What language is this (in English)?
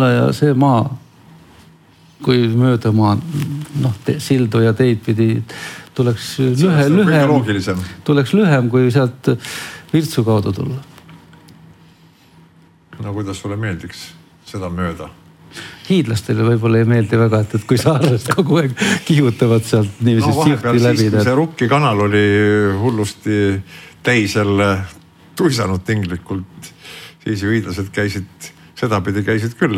Estonian